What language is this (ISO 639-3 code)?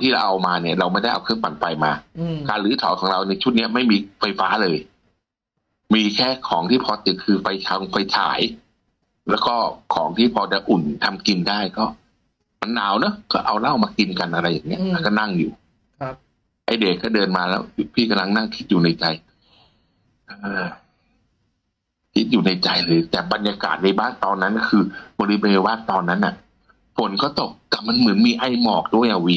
tha